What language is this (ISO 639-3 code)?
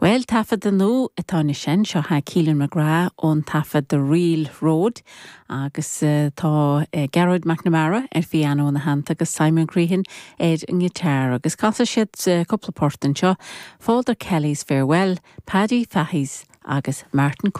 gle